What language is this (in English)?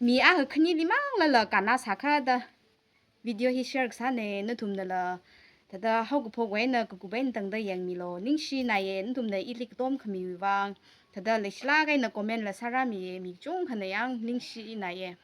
Tangkhul Naga (India)